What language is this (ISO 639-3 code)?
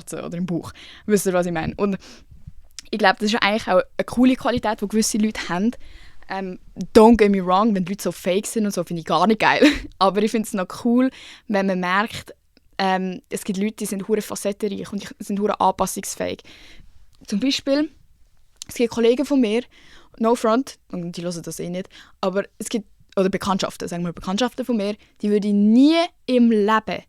gsw